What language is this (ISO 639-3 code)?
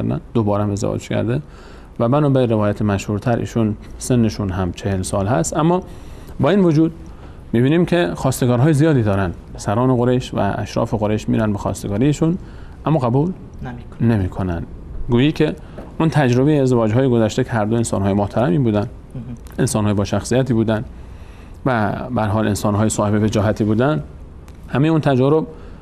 fas